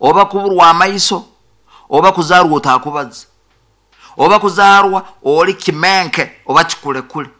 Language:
Nyoro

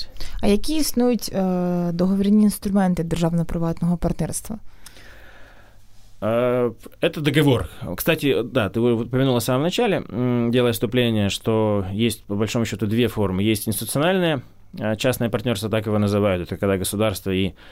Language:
Russian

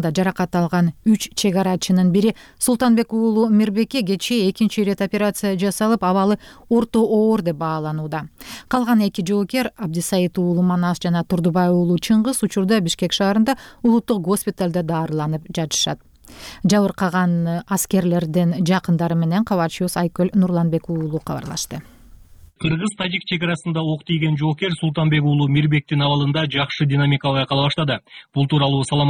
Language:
Kyrgyz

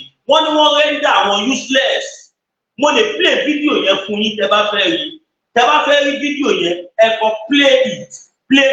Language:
Yoruba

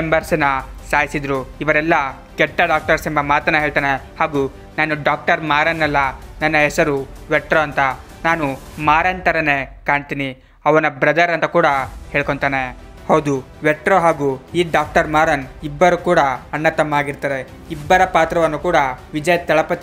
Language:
Kannada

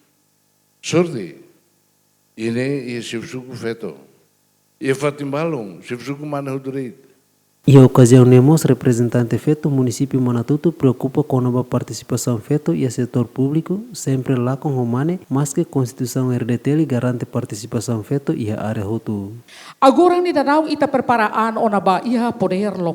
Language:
Tetum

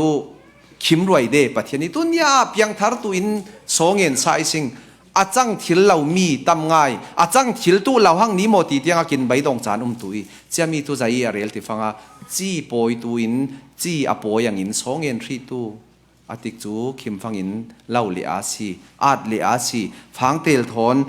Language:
Falam Chin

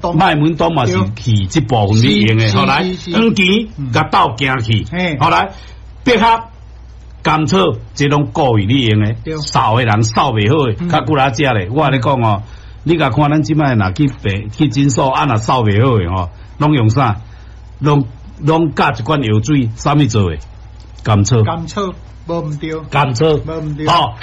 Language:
Min Nan Chinese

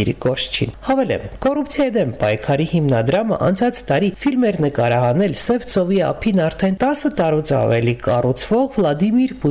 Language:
Armenian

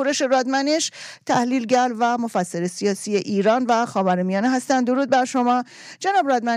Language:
Persian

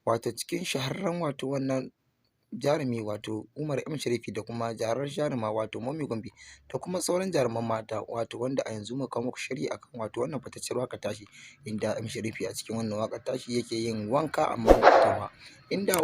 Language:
Hausa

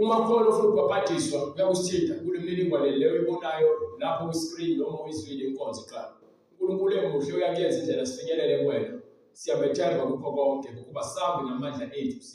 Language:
Zulu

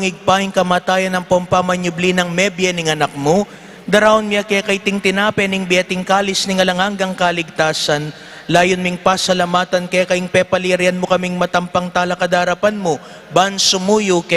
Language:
Pampanga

